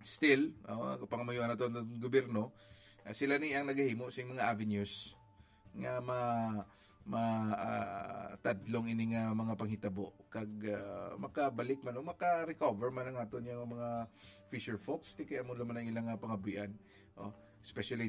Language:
Hiligaynon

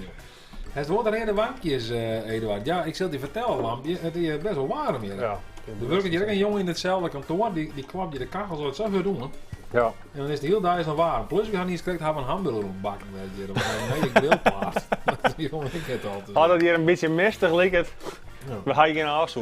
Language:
Western Frisian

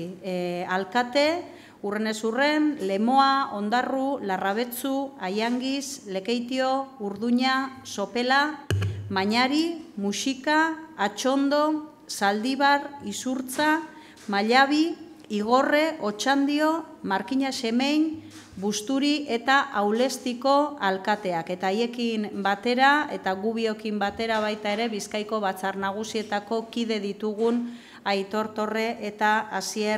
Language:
Basque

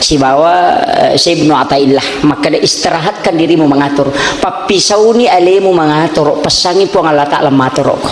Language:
Buginese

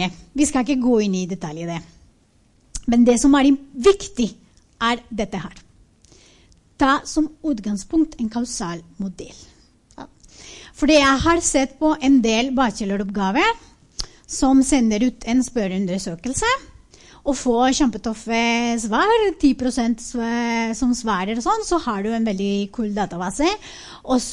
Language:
Norwegian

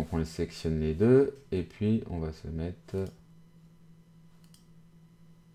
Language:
French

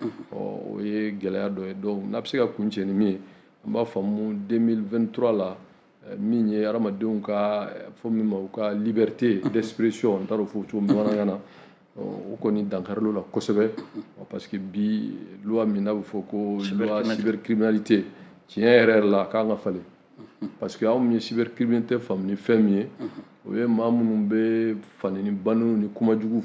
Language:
Bambara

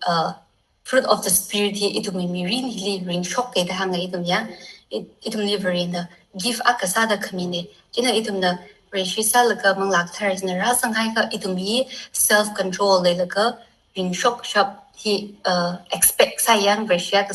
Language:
Tangkhul Naga (India)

